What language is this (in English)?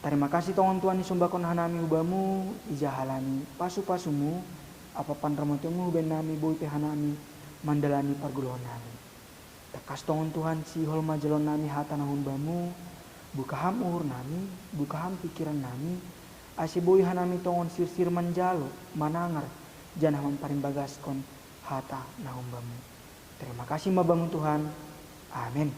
Batak Simalungun